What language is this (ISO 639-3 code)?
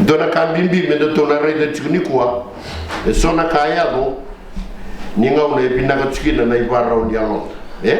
fij